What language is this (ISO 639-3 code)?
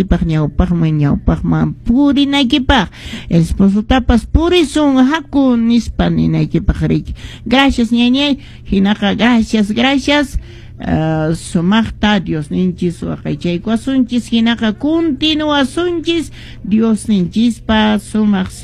que